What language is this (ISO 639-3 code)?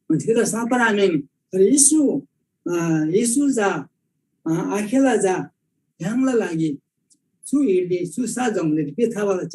taj